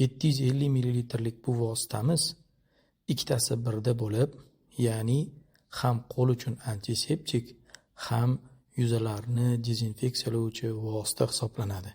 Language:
Uzbek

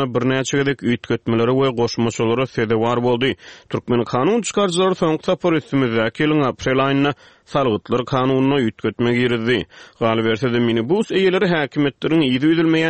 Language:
Turkmen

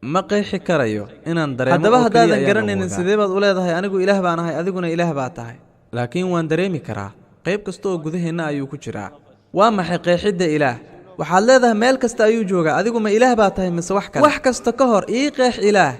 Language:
Somali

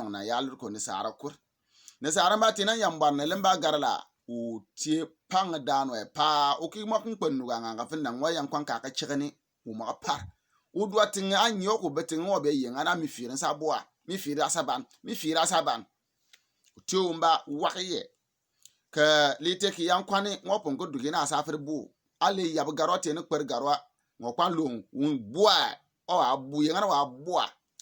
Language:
Bimoba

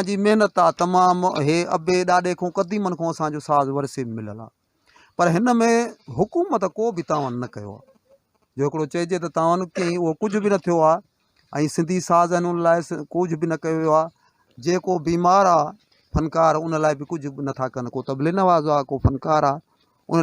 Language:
Sindhi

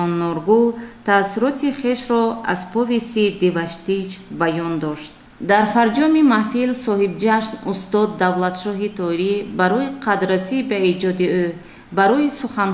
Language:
Tajik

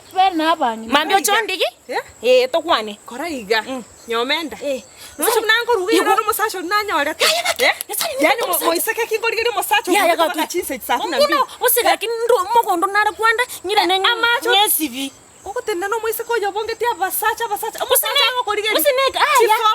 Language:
Gusii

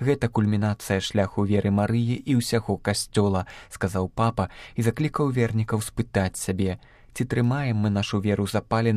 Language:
Belarusian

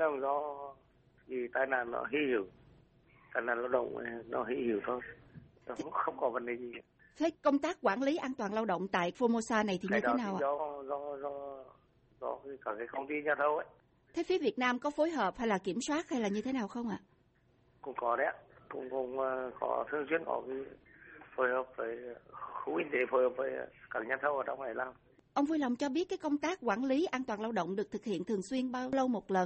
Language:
Vietnamese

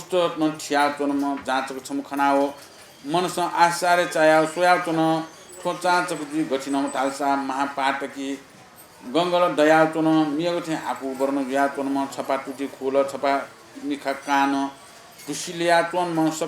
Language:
Newari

